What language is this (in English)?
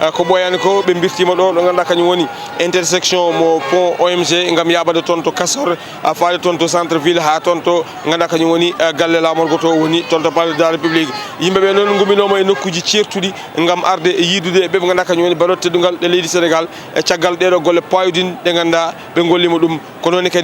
Fula